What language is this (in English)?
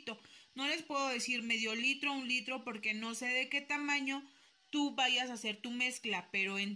Spanish